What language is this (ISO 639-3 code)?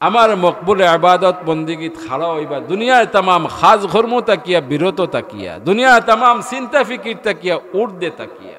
syl